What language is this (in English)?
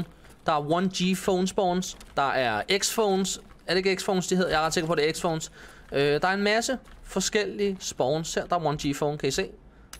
Danish